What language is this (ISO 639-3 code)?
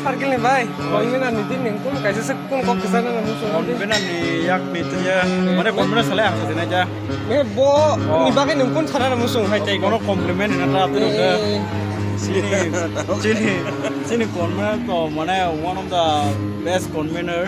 trp